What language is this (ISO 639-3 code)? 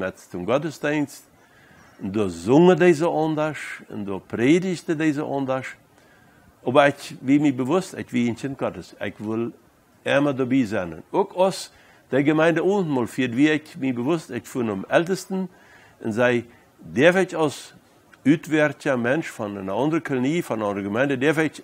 pdt